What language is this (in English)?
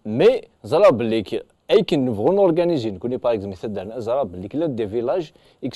Kabyle